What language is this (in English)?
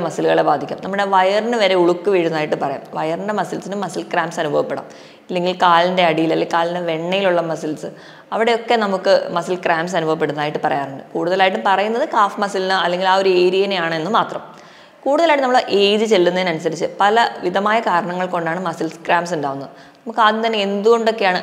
Malayalam